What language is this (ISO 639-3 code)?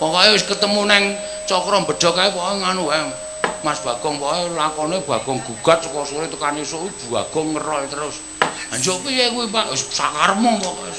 jav